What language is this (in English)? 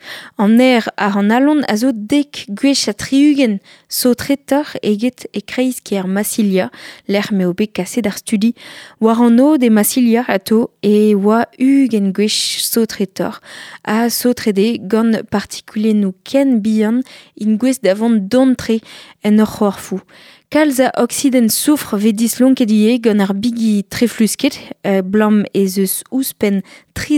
Breton